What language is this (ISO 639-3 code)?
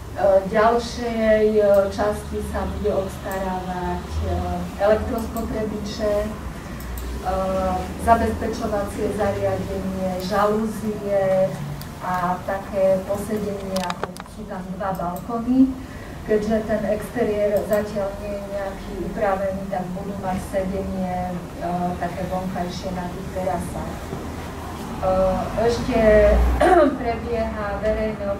slk